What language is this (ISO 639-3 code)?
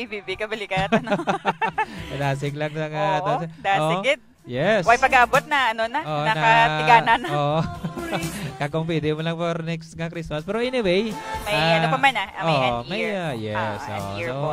hil